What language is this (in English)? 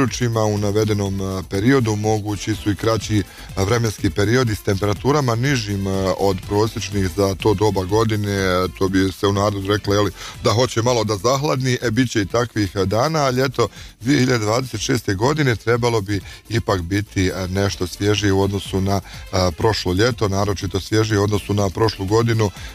Bosnian